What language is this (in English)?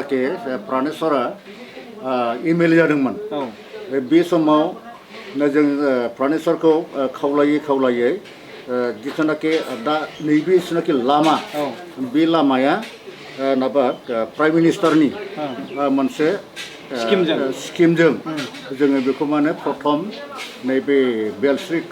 Bodo